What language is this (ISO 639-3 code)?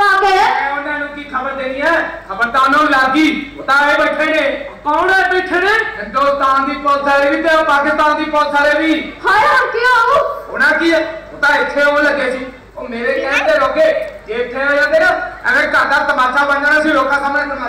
pan